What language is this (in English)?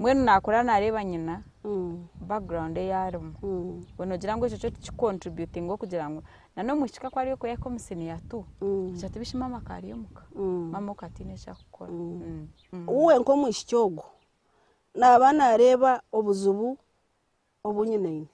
Nyankole